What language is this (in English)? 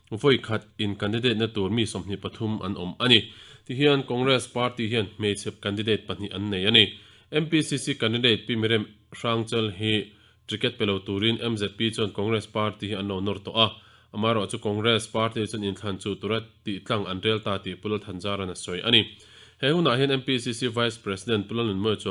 Mizo